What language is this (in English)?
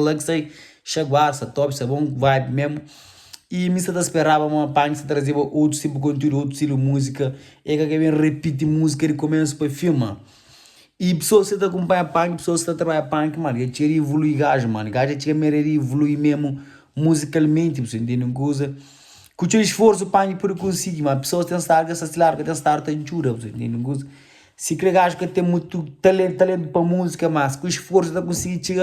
Kabuverdianu